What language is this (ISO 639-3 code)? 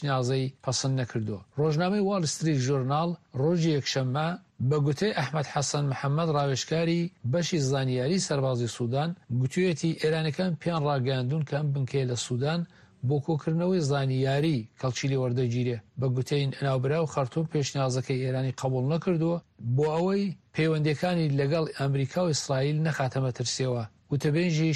ckb